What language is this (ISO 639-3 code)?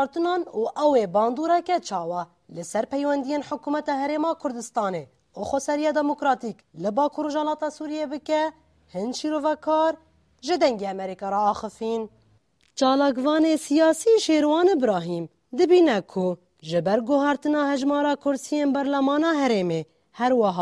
kur